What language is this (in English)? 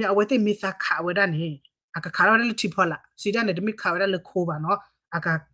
S'gaw Karen